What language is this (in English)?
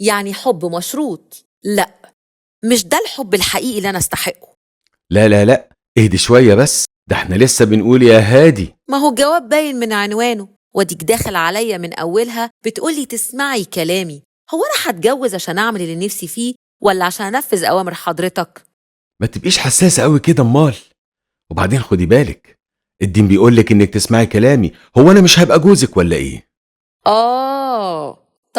Egyptian Arabic